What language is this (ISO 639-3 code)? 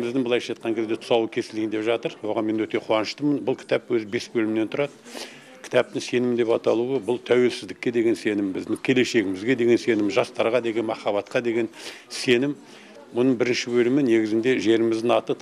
kaz